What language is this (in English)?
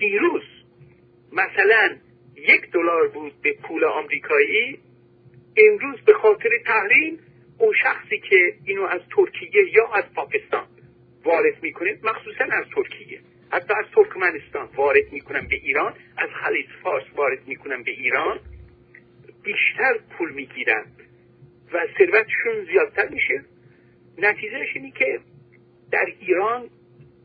Persian